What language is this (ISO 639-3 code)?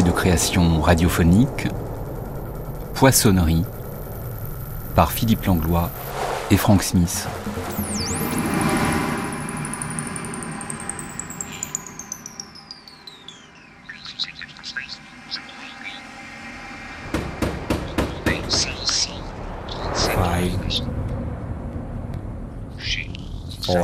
fra